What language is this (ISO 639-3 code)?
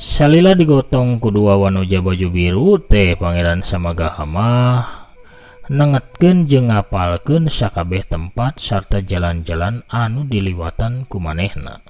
sun